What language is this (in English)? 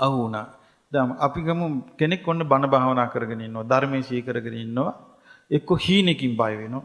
Sinhala